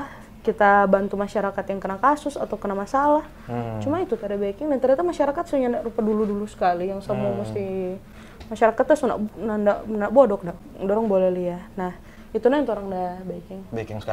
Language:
Manado Malay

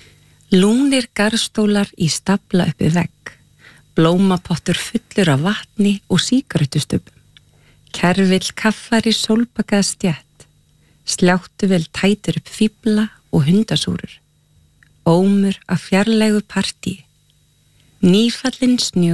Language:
Icelandic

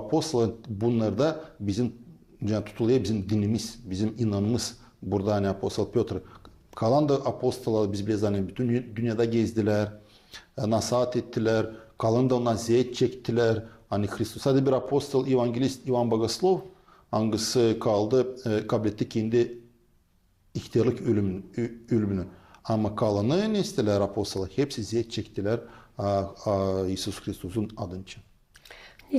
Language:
Gagauz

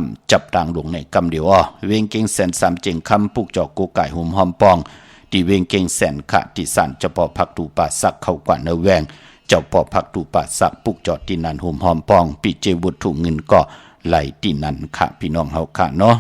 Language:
Shan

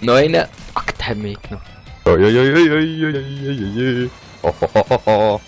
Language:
Swiss German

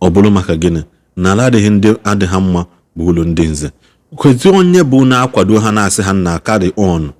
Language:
Igbo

